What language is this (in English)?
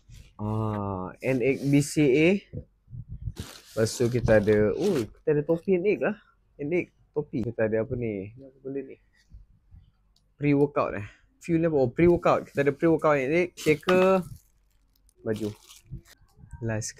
Malay